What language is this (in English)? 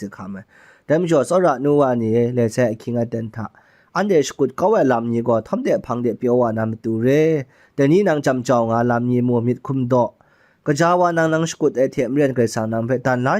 Kachin